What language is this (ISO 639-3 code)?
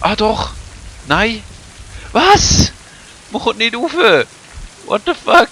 gsw